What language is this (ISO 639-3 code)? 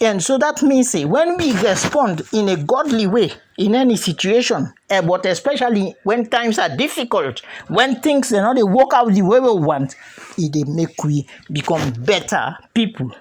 kri